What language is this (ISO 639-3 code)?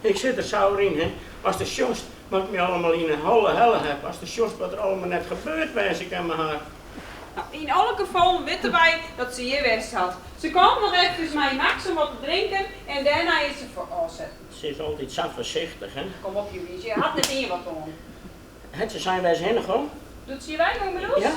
fry